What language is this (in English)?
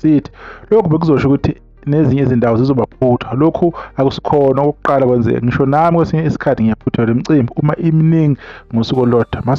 Zulu